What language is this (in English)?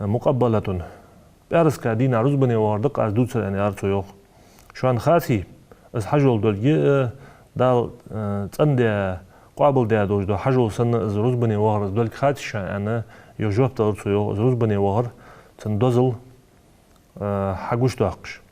Ingush